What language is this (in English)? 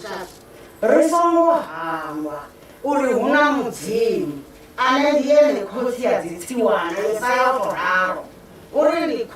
Venda